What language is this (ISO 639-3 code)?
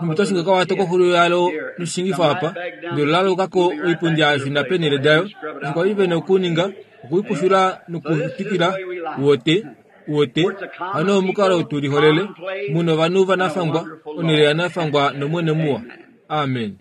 kua